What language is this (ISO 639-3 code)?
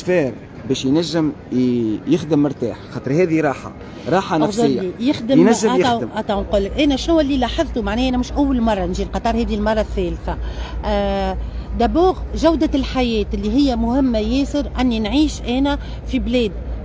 aeb